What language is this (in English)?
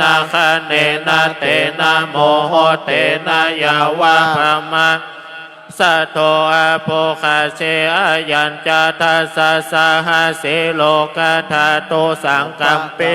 Pali